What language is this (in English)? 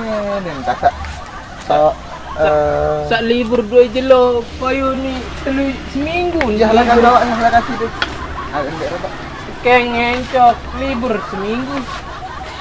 Sasak